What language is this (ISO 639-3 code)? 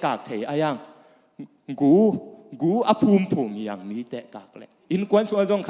ctd